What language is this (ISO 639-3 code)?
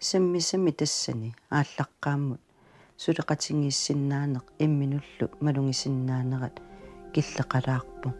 kal